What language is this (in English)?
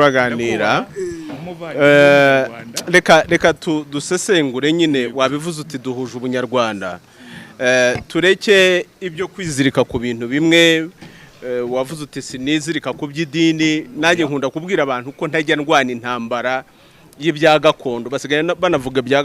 Kinyarwanda